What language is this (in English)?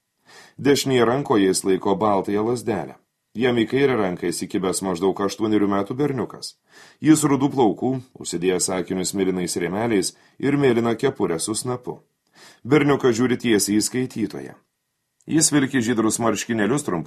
Lithuanian